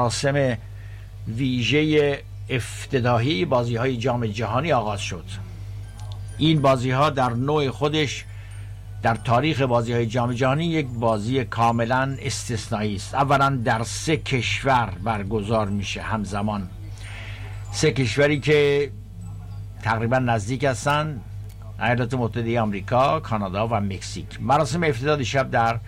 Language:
Persian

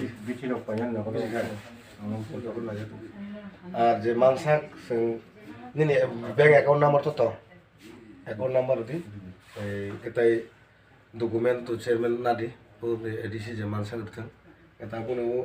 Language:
Kok Borok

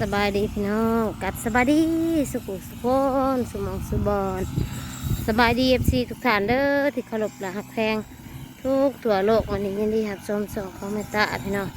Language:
Northeastern Thai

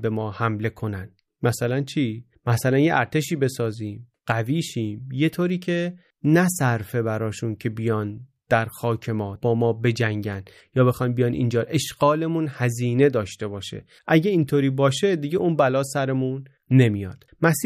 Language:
Persian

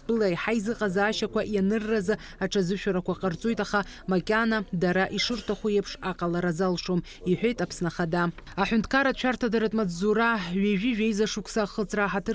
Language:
Abkhazian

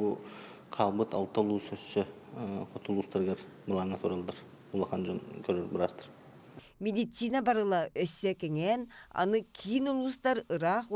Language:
Yakut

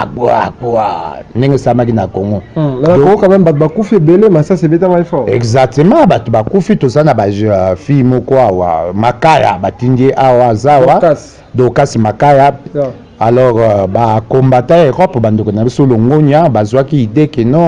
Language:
Lingala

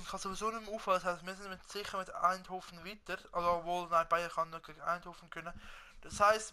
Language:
Swiss German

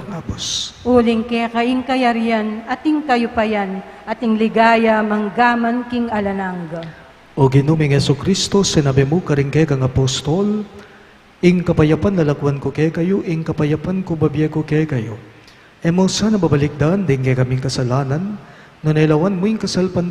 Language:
Pampanga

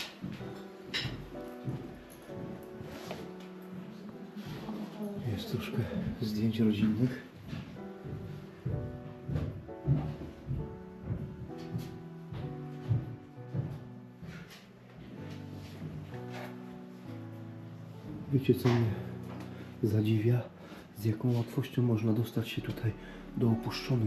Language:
Polish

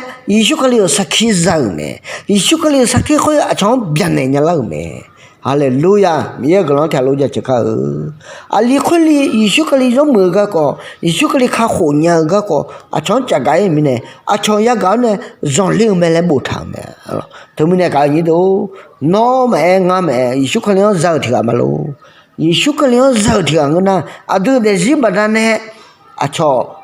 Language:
Akha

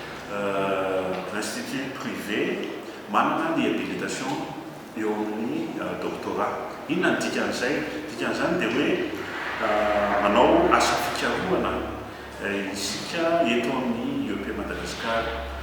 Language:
Malagasy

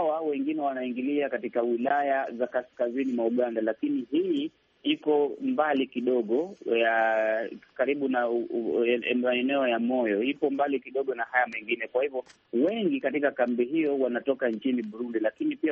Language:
Swahili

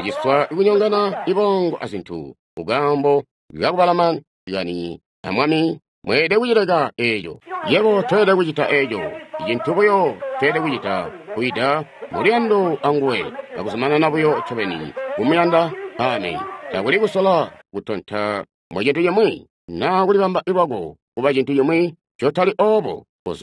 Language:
Tonga (Zambia)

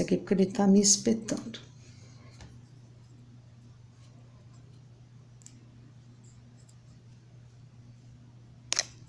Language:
Portuguese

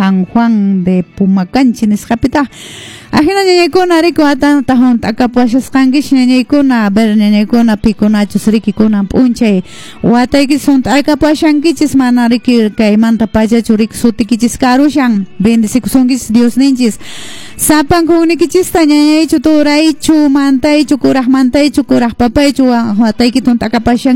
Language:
Quechua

